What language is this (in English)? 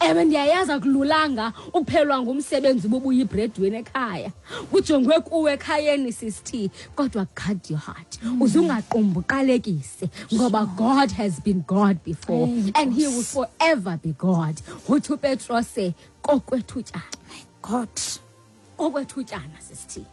Xhosa